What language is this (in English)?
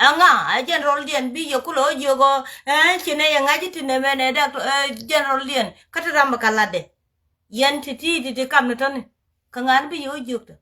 Nuer